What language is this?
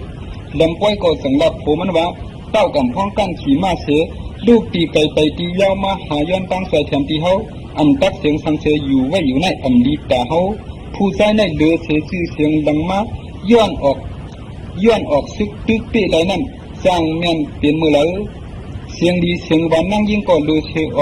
Shan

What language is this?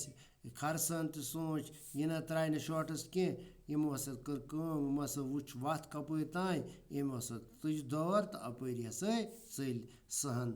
Kashmiri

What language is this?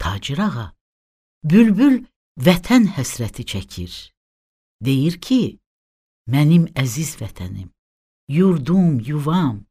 Azerbaijani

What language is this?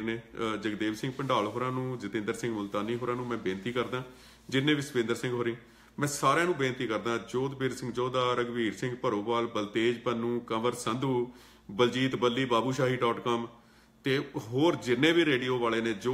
Punjabi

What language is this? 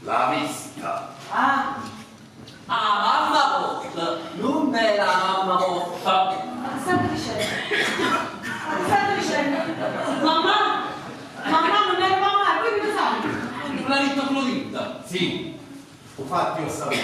Neapolitan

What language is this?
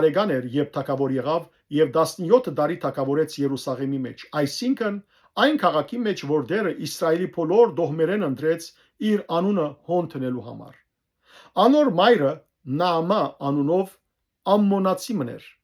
Western Armenian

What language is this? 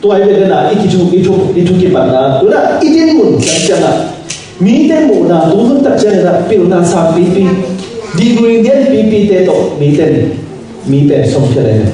Tedim Chin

